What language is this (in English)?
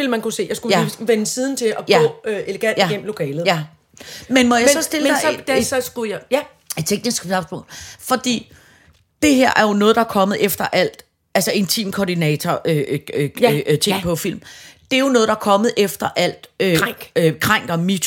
Danish